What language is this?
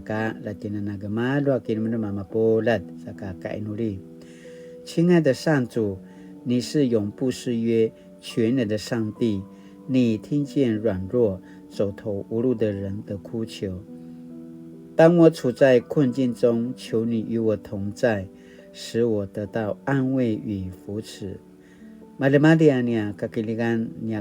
Paiwan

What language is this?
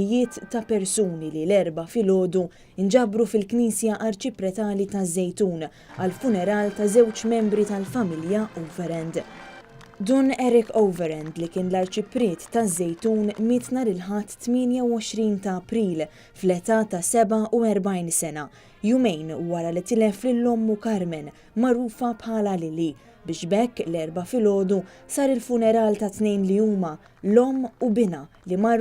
Maltese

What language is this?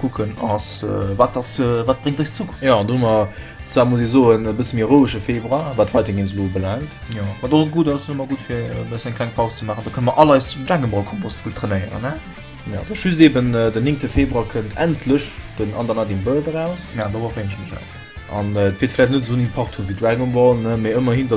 Luxembourgish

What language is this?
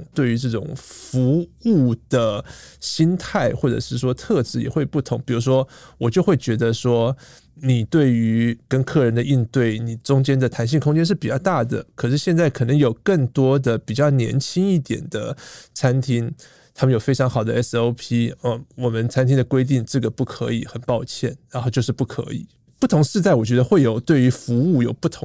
Chinese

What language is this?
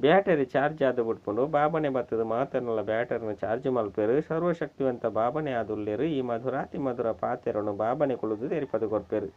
Tulu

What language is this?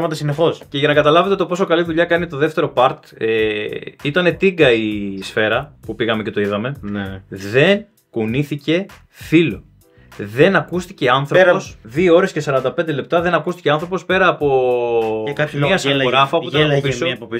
Greek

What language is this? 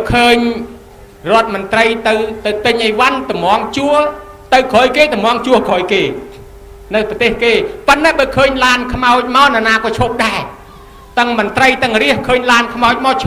Khmer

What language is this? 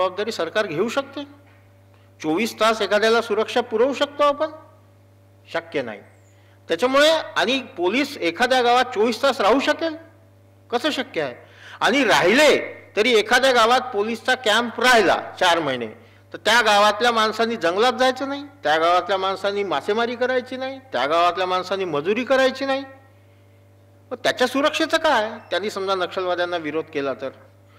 Marathi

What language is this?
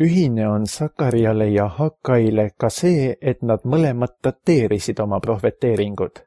Estonian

